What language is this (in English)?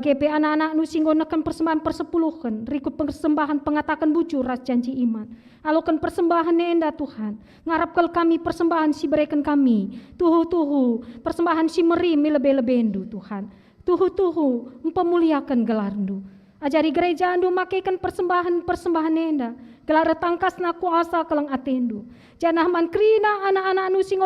Batak Karo